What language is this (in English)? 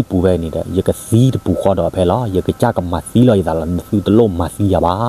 S'gaw Karen